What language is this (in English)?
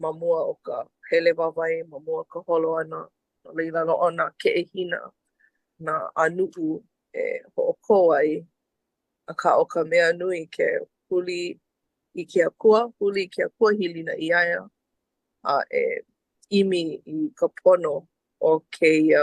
Hawaiian